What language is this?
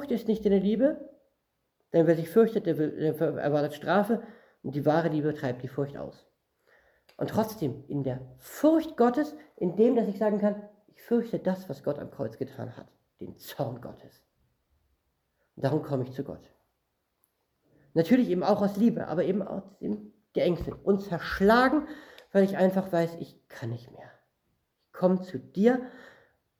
German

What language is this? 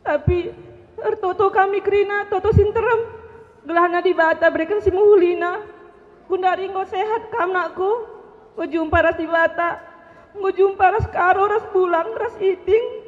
Batak Karo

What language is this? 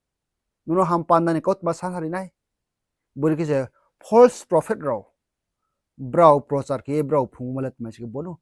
Riang (India)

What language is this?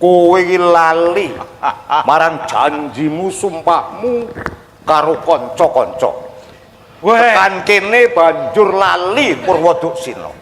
Javanese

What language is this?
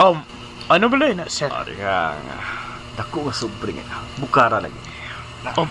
Hiligaynon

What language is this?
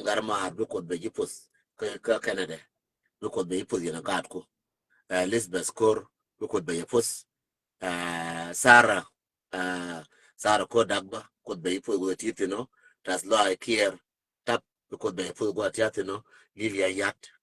Nuer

